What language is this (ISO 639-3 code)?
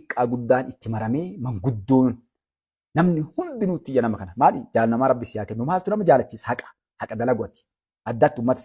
orm